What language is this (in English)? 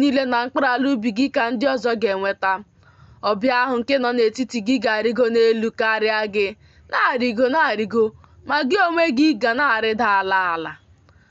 Igbo